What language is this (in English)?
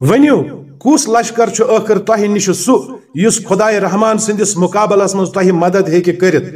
Kashmiri